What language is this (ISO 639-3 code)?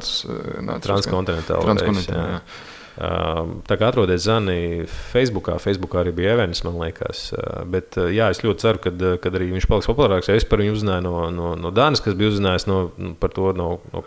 lav